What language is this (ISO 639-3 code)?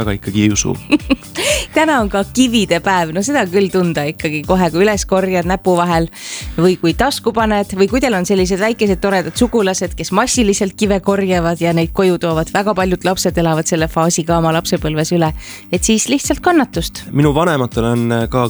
est